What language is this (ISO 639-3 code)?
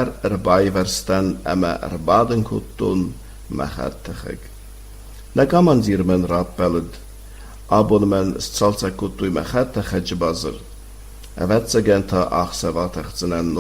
oss